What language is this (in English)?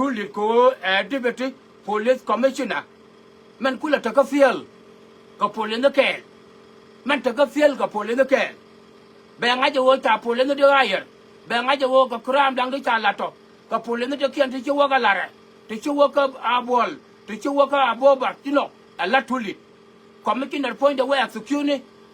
Nuer